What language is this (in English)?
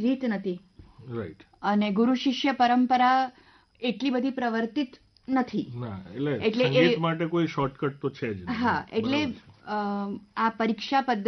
Gujarati